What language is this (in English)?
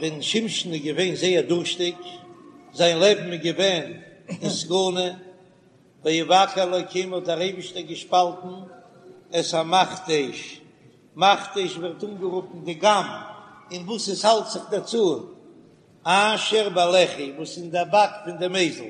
Yiddish